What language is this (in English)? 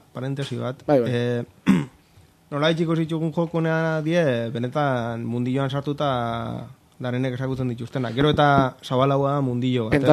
Basque